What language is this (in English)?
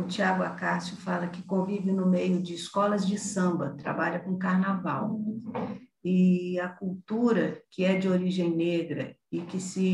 Portuguese